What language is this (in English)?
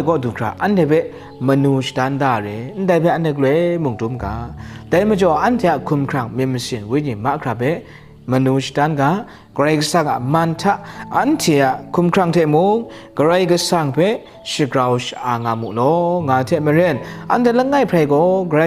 Kachin